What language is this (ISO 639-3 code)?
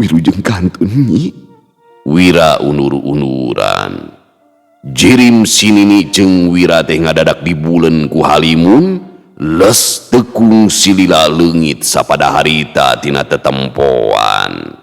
sun